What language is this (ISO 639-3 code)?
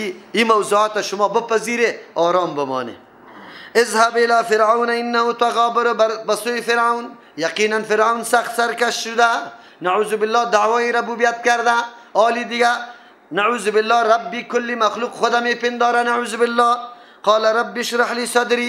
fas